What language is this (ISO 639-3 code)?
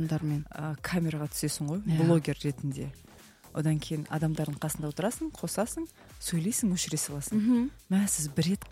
kaz